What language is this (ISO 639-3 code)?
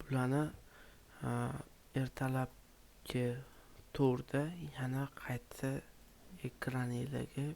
uzb